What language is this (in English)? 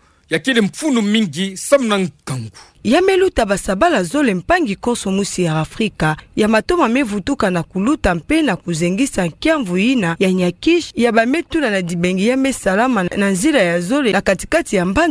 Kituba (Democratic Republic of Congo)